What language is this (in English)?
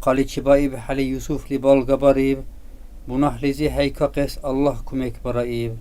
Dargwa